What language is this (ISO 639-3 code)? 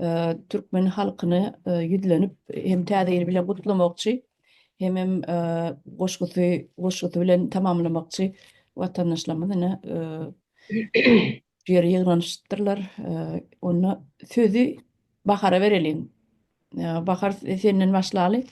tuk